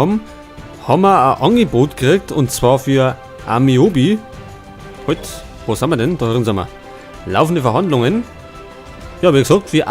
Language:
Bavarian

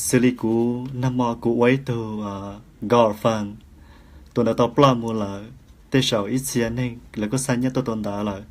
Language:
Hmong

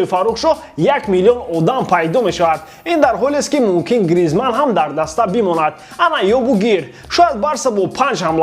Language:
Tajik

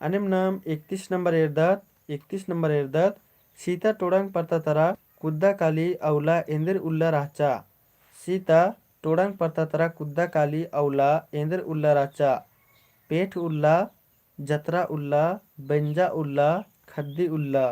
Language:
Kurukh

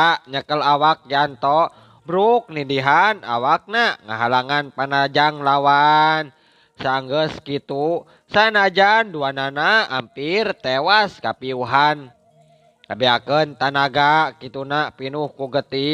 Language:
Sundanese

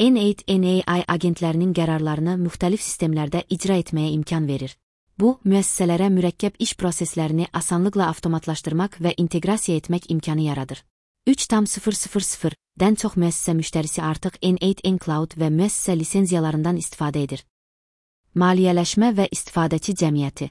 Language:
Azerbaijani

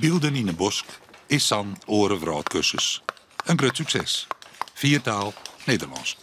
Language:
Western Frisian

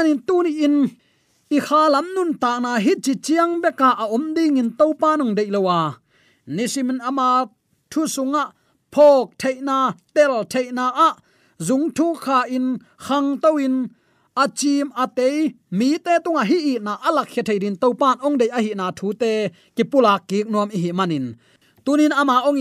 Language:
Tedim Chin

